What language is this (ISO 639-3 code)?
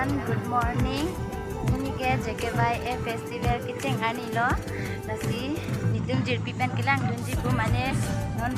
mjw